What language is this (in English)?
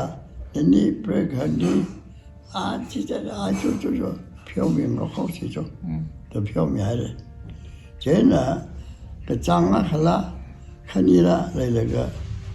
Tangkhul Naga (India)